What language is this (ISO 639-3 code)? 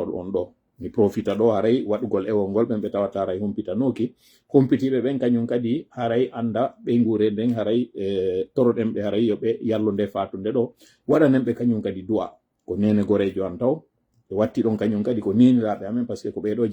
fuf